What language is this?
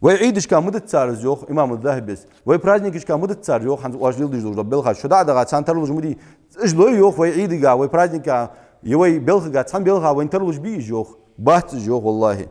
Ingush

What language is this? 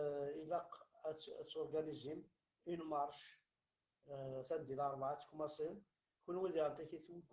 Kabyle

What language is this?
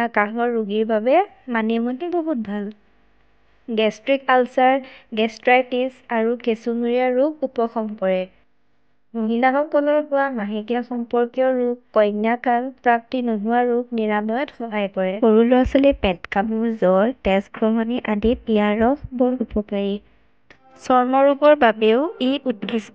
Assamese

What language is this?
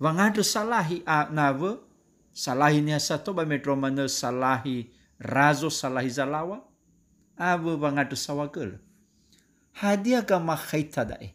Nias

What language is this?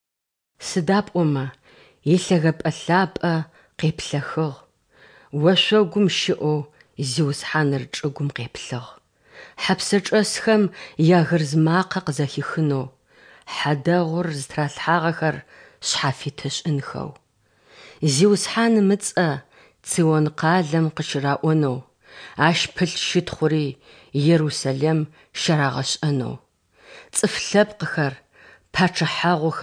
Adyghe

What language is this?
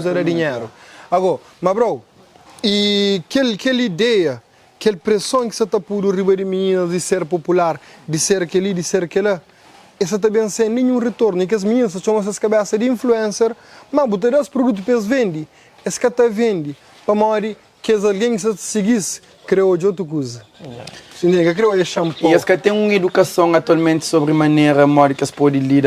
Kabuverdianu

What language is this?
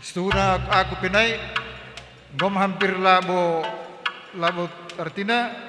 Batak Karo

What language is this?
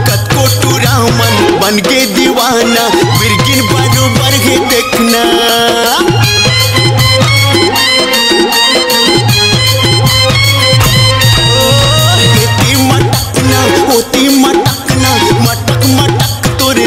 Chhattisgarhi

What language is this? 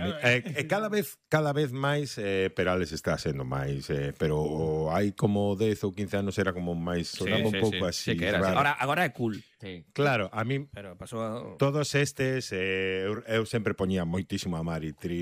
Galician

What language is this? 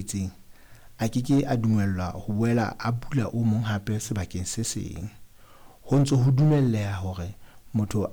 Southern Sotho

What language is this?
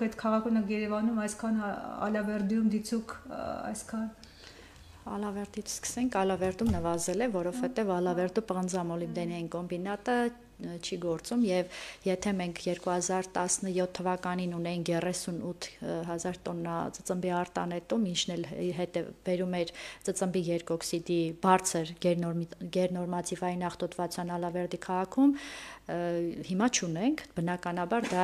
Armenian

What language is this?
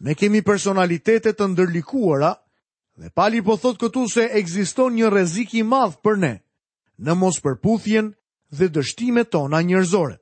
Albanian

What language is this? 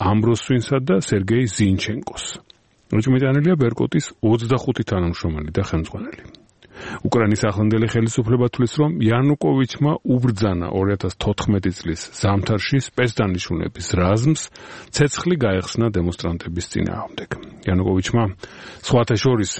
Georgian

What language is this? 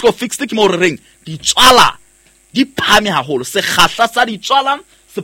Southern Sotho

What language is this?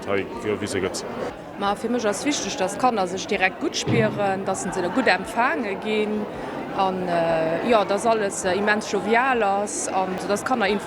Luxembourgish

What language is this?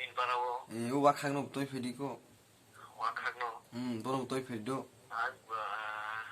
Kok Borok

